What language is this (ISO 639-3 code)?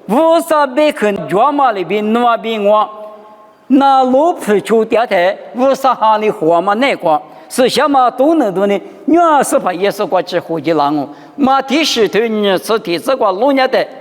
lis